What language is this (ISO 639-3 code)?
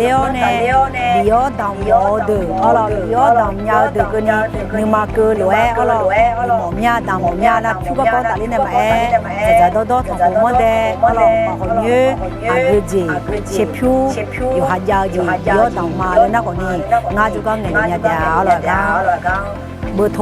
ahk